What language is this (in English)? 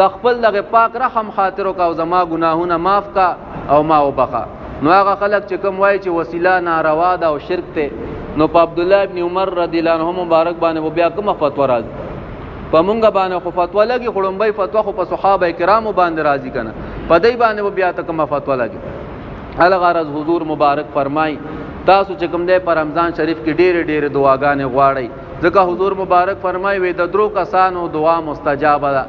Pashto